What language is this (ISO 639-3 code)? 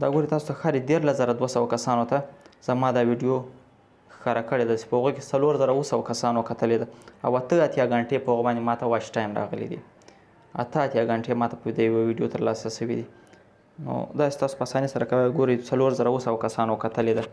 pus